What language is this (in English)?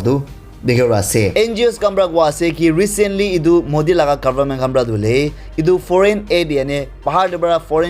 Naga Pidgin